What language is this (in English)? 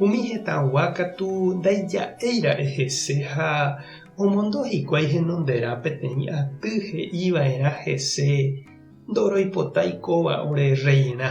Guarani